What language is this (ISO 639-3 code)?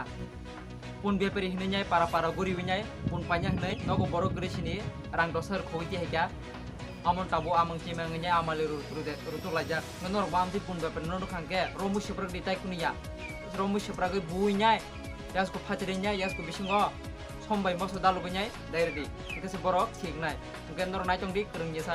trp